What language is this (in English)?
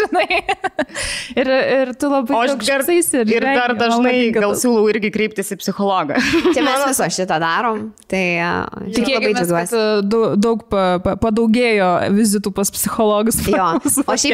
Lithuanian